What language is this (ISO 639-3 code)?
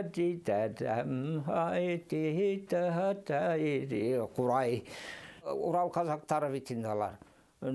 bak